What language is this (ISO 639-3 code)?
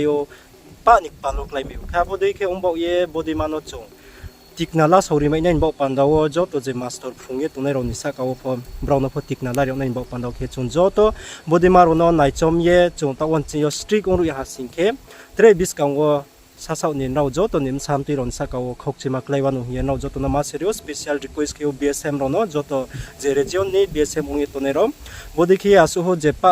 ria